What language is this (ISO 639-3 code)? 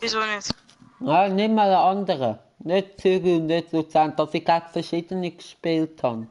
gsw